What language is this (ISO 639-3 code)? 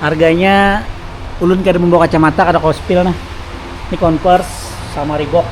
bjn